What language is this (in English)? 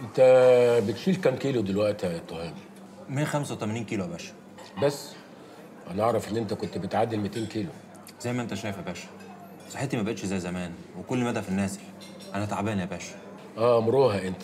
Egyptian Arabic